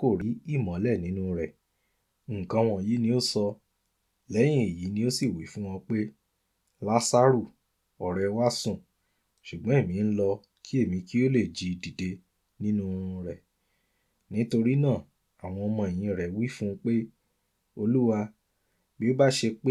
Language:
Yoruba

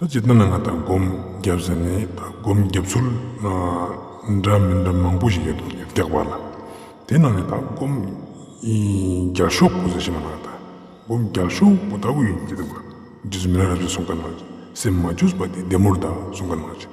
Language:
Ladakhi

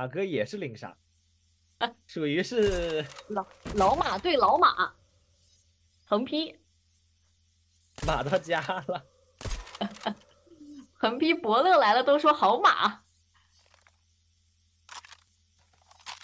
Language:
Chinese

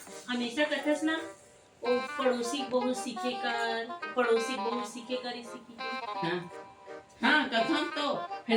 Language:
Chhattisgarhi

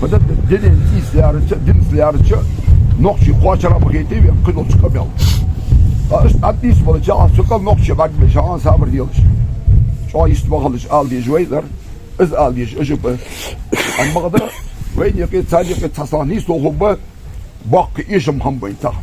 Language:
Ingush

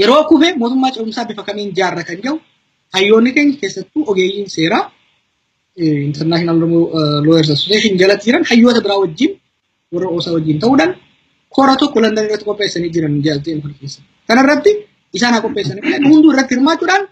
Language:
Oromo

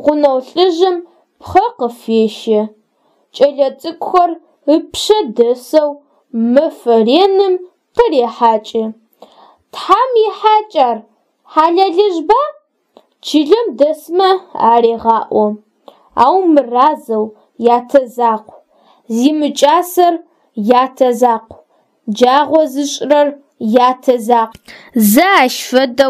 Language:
Adyghe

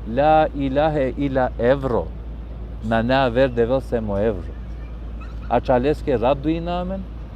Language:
Balkan Romani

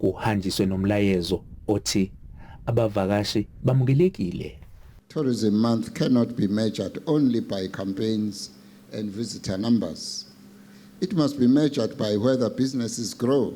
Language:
Zulu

